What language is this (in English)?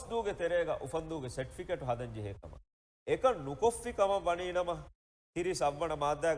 Divehi